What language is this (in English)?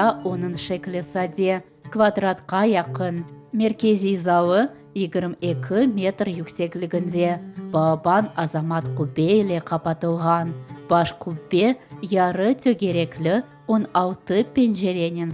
Crimean Tatar